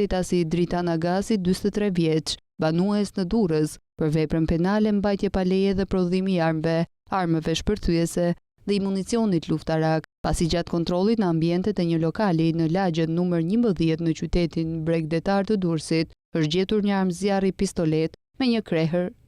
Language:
Albanian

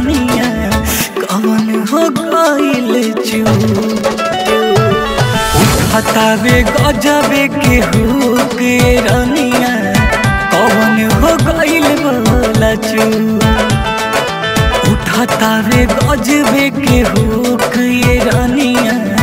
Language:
Bhojpuri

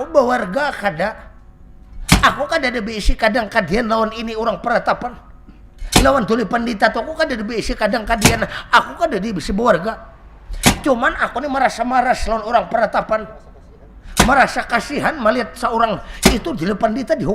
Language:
Banjar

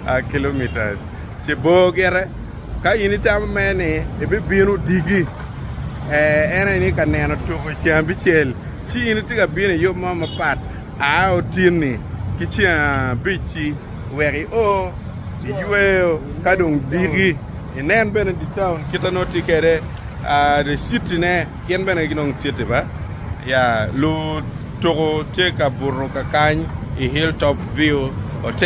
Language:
Acoli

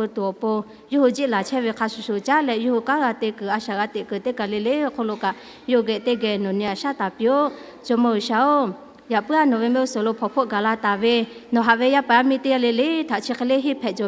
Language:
Lahu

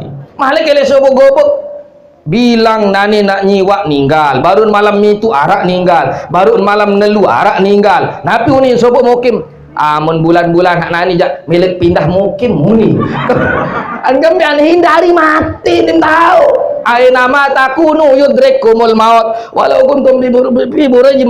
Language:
Sasak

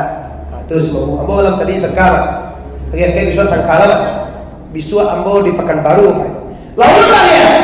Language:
Minangkabau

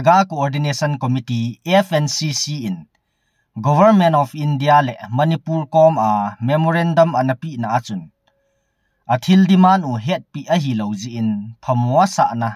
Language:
Thado Chin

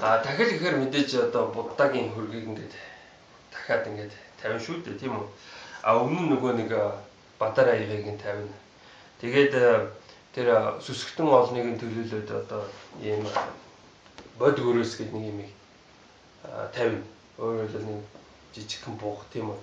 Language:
Mongolian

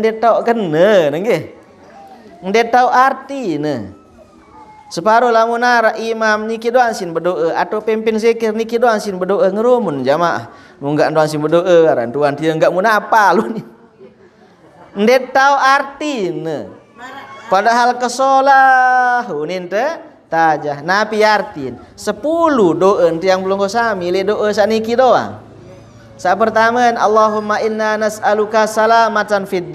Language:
Sasak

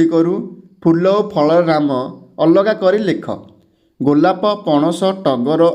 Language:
Odia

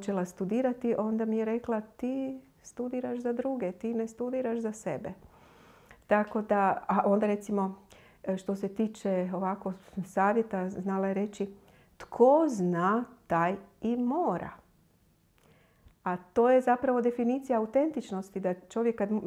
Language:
Croatian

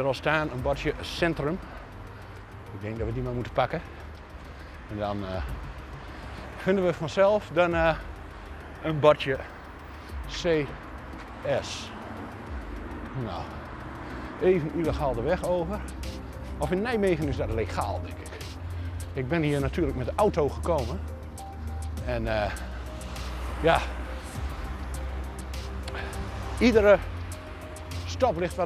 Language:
Dutch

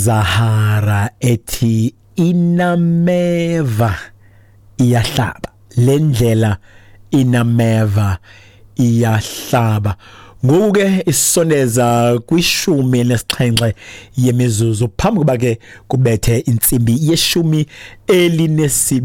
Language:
Xhosa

